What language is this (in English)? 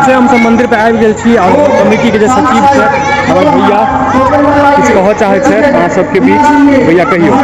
Maithili